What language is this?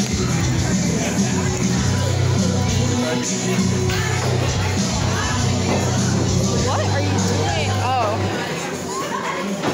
English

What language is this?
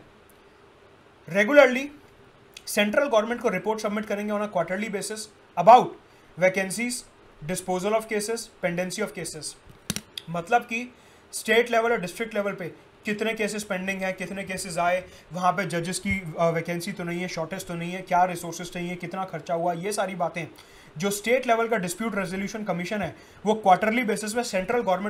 Hindi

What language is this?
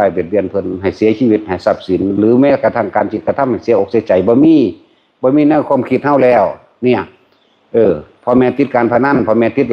Lao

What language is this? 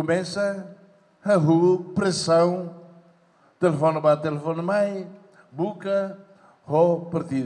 Tetum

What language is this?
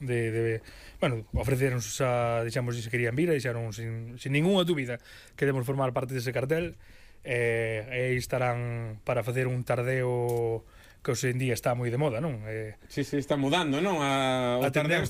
Galician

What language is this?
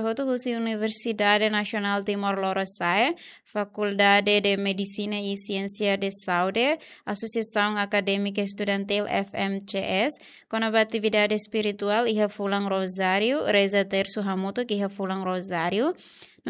Tetum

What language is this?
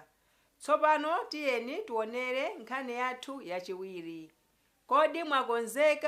Nyanja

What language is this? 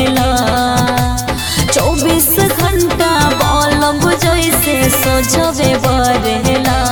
Bhojpuri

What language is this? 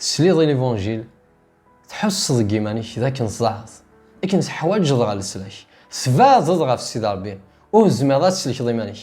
Kabyle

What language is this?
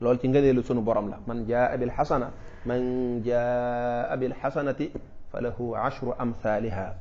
Wolof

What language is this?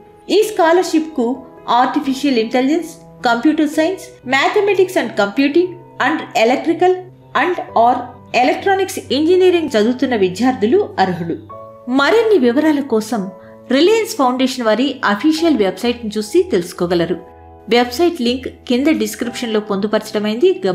Telugu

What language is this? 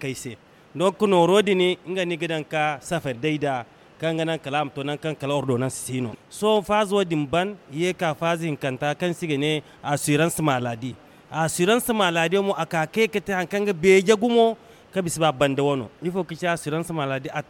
Zarma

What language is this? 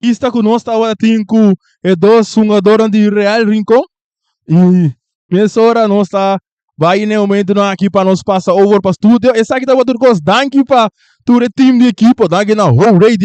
Papiamento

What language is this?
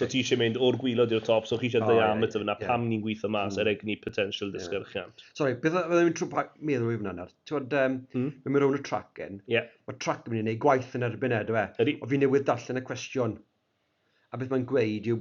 Welsh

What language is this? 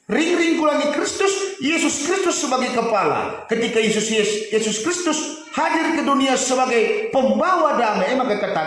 Batak Karo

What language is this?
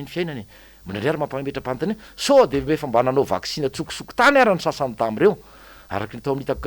Malagasy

